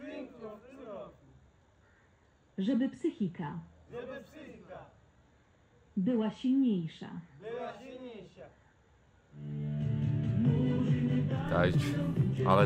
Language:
Polish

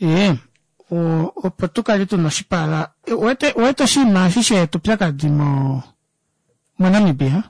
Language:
Kuanyama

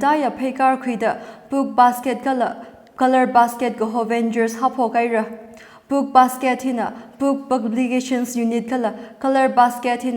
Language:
Tangkhul Naga (India)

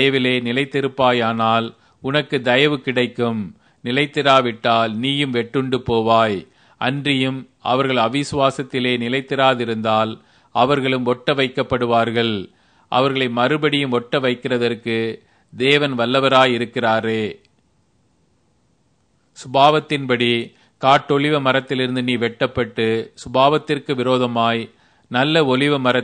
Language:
Tamil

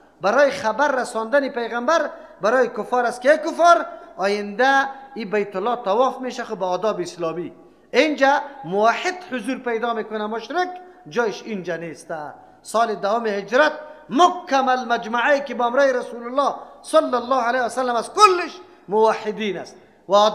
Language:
Persian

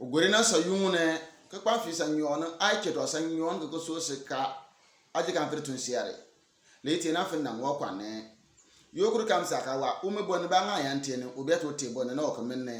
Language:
Bimoba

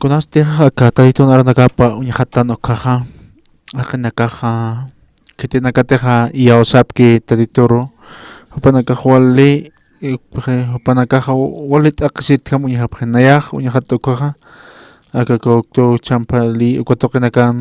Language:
Aymara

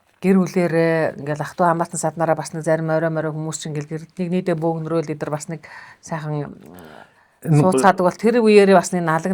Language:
Mongolian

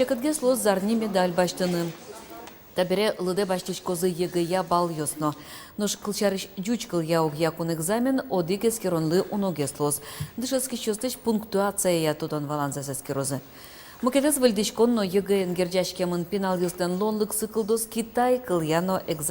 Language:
Udmurt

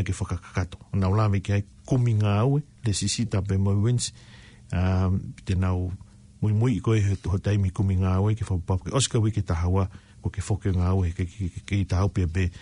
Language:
Tongan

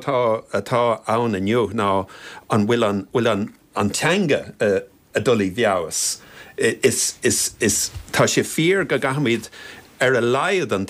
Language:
Irish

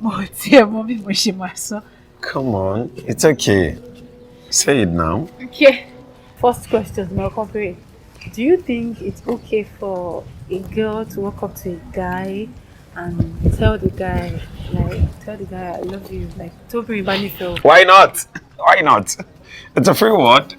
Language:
Yoruba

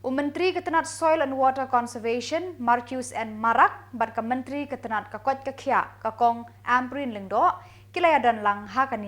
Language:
Khasi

